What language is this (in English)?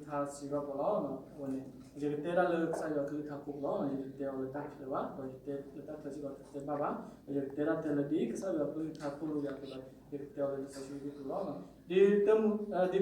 S'gaw Karen